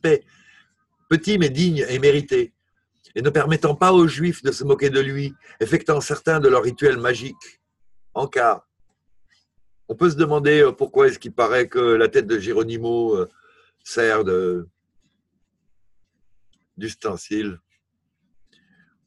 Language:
French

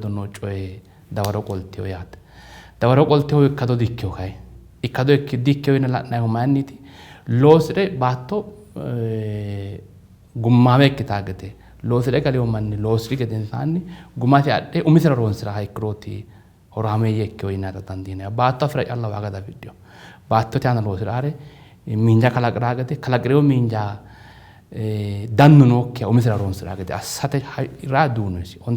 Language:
Sidamo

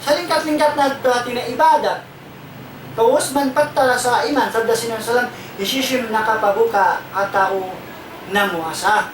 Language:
Tausug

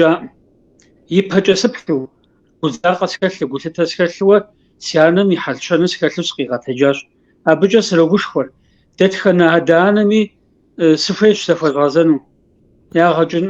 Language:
Kabardian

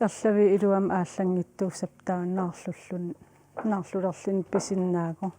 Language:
Kalaallisut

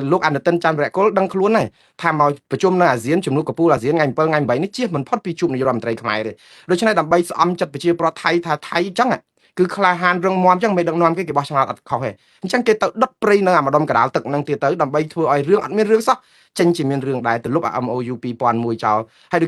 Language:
Khmer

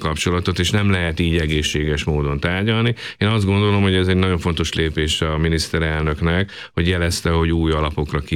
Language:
Hungarian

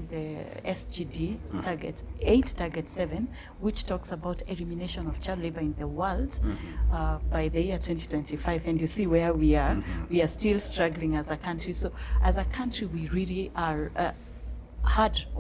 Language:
Gusii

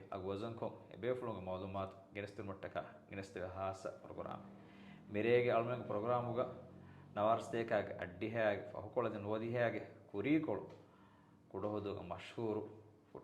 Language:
Divehi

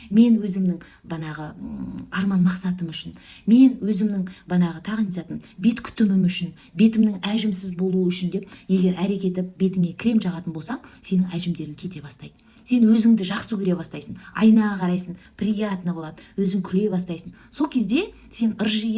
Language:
Kazakh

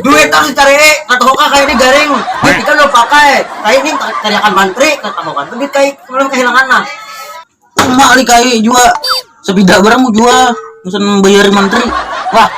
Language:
Banjar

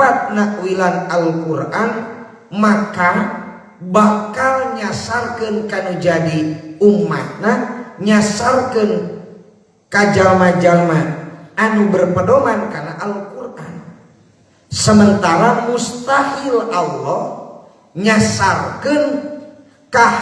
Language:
Sundanese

